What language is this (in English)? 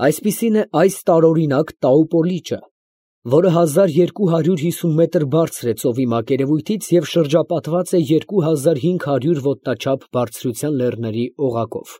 Armenian